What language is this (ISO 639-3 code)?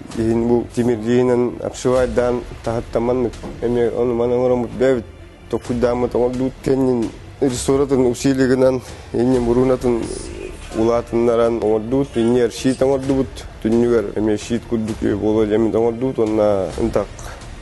sah